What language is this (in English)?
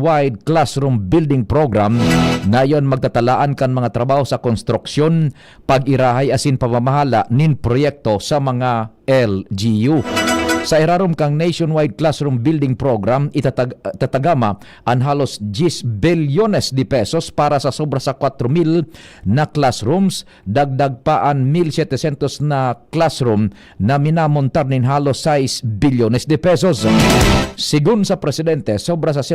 Bikol